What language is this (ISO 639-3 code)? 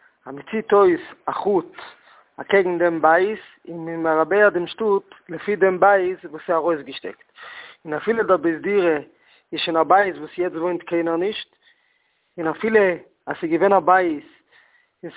yid